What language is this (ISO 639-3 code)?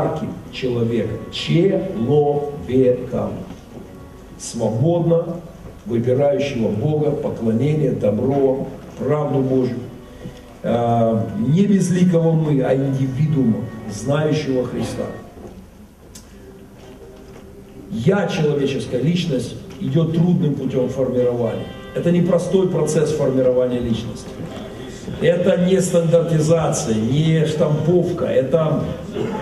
rus